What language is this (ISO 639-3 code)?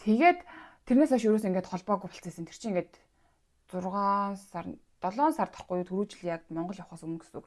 mon